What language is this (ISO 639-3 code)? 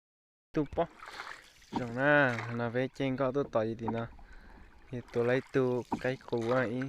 hmn